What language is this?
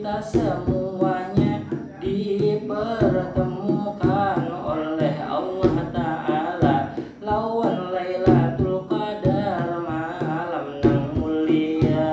Banjar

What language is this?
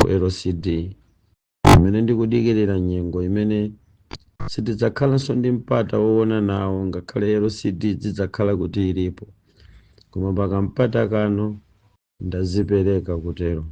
Nyanja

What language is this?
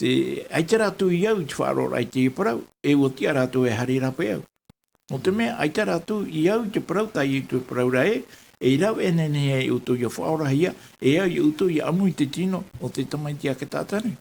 Tahitian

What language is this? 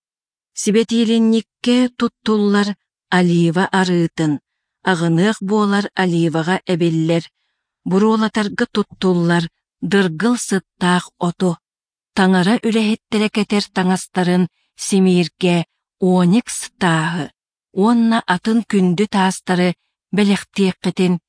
Yakut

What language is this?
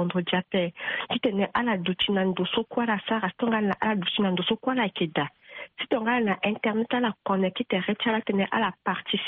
Sango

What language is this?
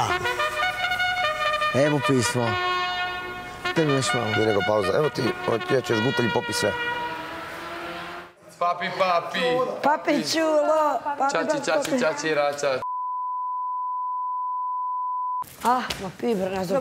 Croatian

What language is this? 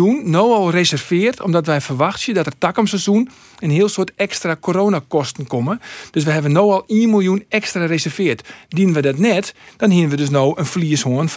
Western Frisian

